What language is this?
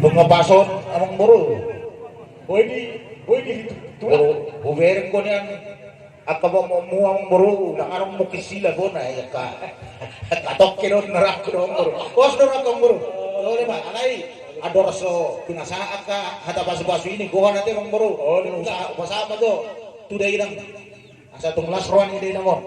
Batak Toba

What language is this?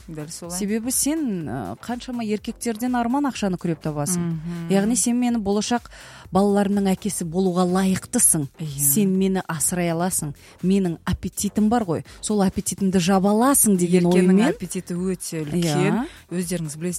Kazakh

